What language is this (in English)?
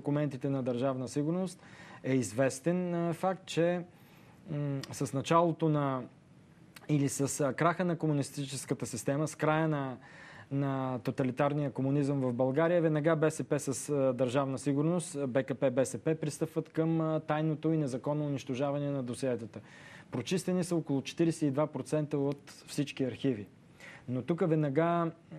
Bulgarian